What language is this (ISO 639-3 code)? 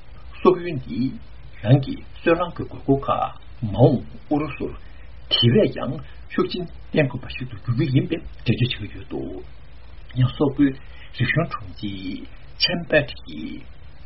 bod